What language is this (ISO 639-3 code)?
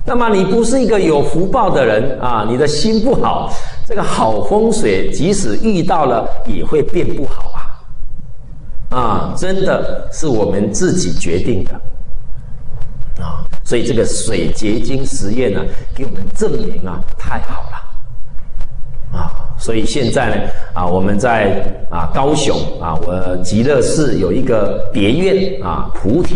zho